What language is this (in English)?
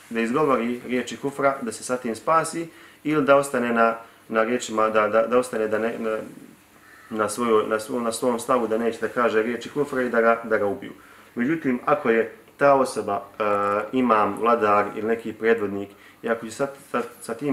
Bosnian